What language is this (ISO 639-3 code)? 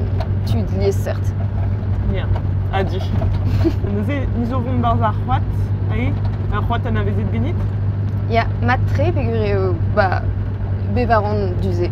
bre